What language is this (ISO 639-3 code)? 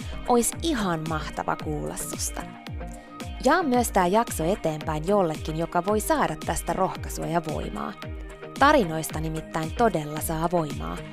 fin